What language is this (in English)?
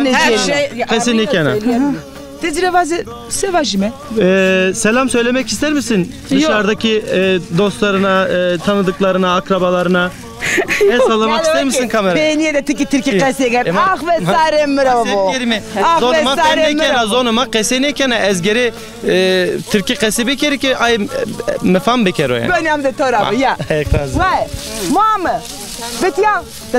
Zaza